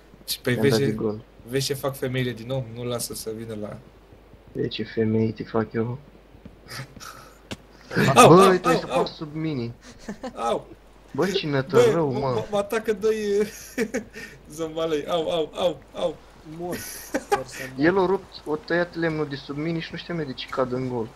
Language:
Romanian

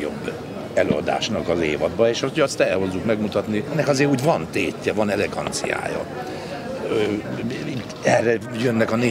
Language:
Hungarian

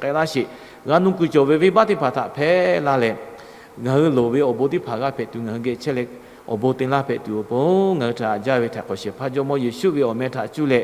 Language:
Lahu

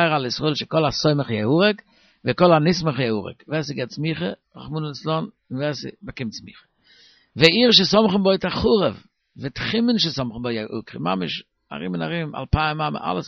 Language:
Yiddish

